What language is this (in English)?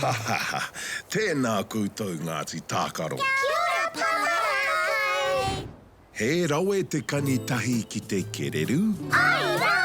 Māori